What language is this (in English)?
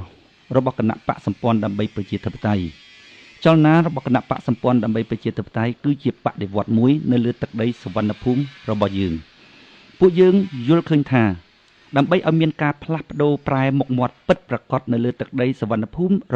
Khmer